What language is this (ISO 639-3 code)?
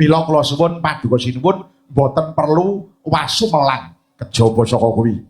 jav